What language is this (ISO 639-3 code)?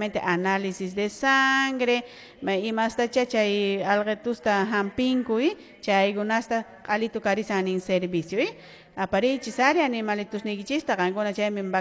que